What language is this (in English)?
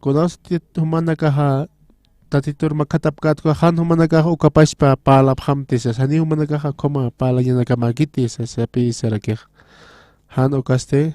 Aymara